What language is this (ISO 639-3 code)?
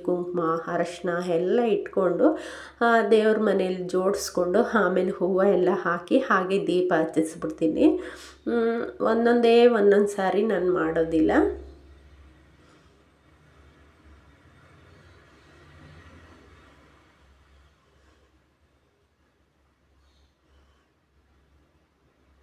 kan